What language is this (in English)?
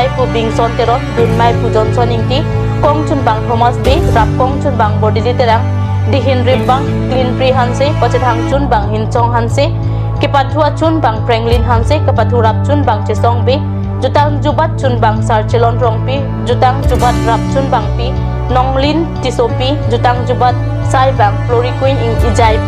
Karbi